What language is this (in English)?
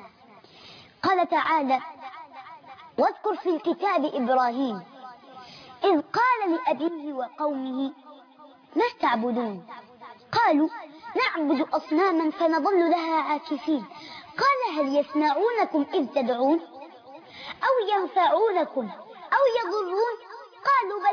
Arabic